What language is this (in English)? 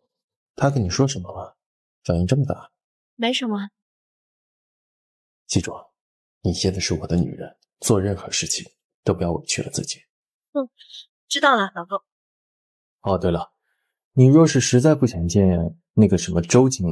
Chinese